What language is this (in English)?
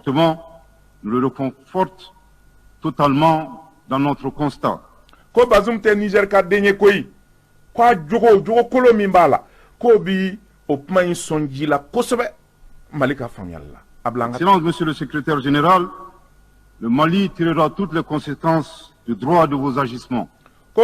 Bambara